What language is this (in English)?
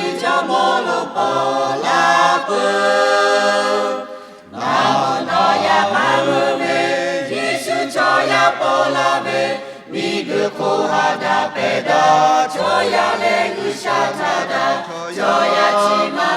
Lahu